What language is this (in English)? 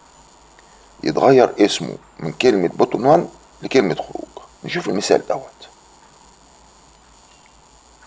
Egyptian Arabic